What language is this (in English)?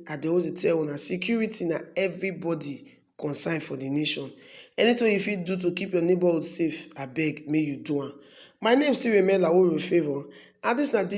Nigerian Pidgin